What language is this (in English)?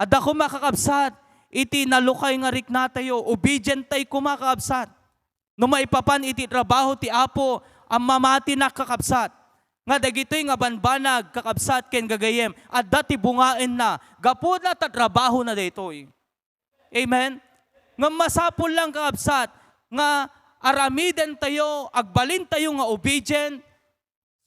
Iloko